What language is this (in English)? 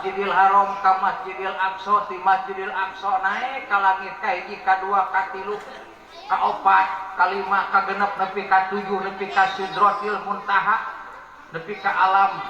Sundanese